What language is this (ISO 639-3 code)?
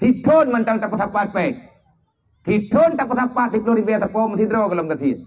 ace